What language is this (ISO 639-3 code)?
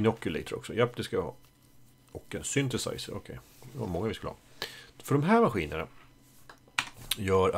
swe